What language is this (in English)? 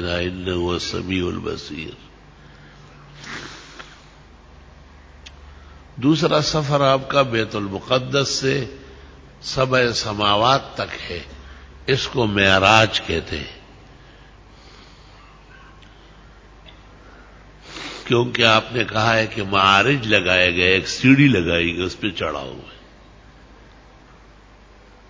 Urdu